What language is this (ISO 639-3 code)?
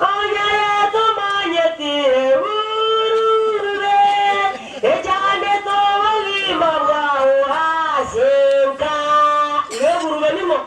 guz